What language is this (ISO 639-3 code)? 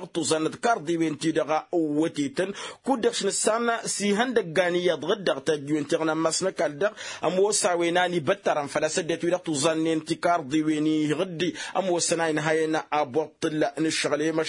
taq